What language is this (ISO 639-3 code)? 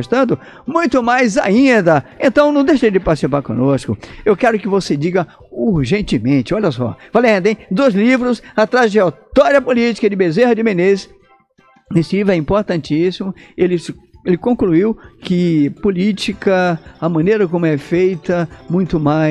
por